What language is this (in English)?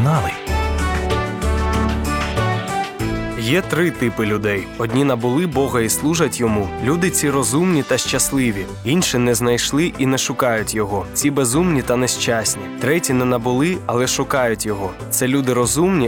Ukrainian